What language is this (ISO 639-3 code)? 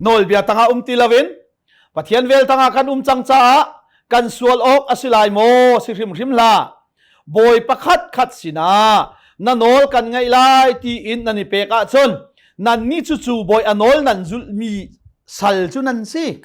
cnh